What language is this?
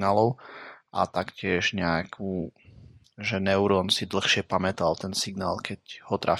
Slovak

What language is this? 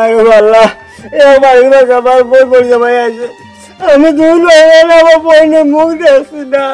Sylheti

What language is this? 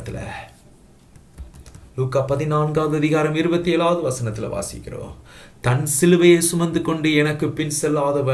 Tamil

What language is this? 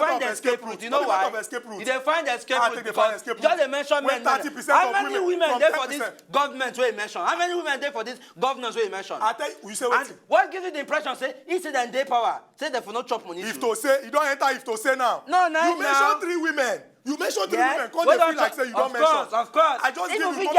Nigerian Pidgin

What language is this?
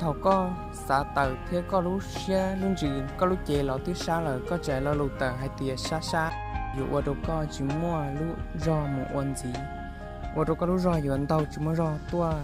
Hmong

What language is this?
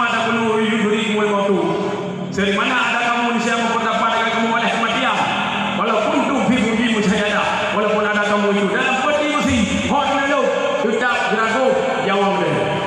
Achinese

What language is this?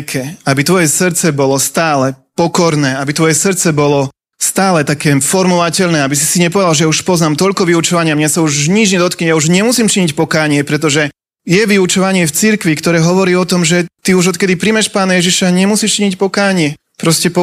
Slovak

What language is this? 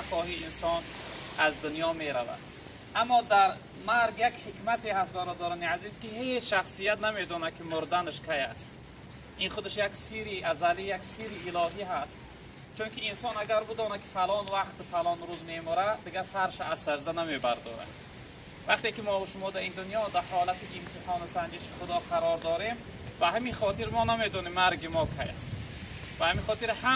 Tajik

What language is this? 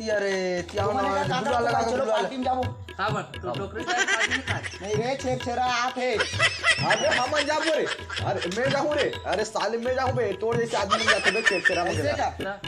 Chhattisgarhi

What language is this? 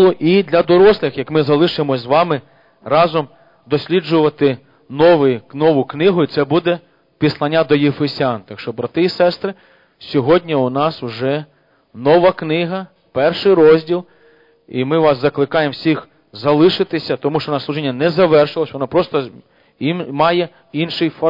Ukrainian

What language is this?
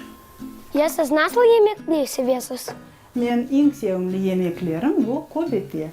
Crimean Tatar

